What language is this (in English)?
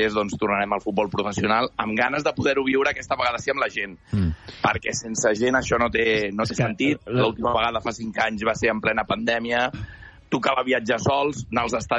Catalan